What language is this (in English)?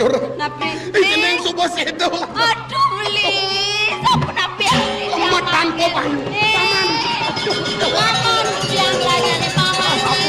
Balinese